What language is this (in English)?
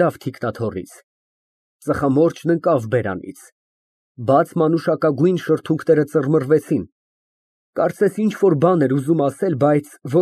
Armenian